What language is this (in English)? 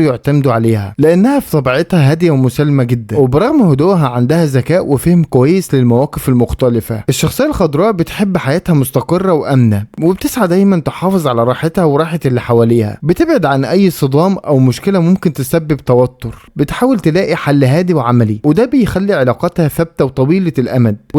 Egyptian Arabic